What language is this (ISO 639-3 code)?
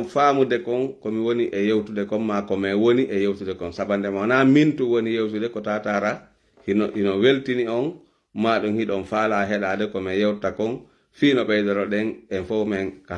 ful